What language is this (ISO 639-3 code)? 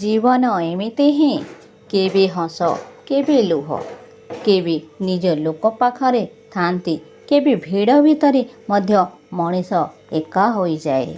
ori